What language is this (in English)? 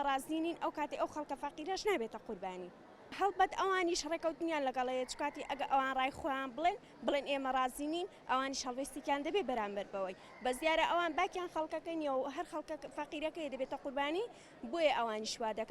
Central Kurdish